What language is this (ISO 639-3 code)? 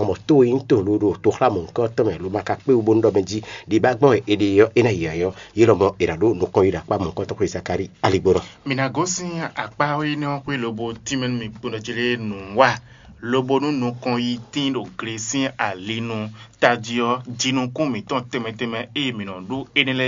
fon